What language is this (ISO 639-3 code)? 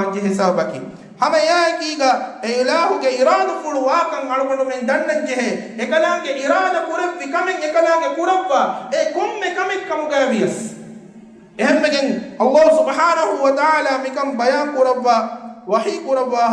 div